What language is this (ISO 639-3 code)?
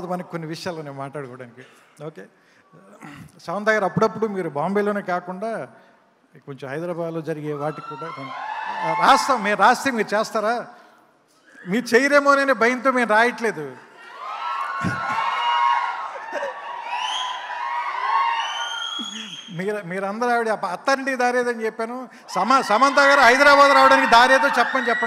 tel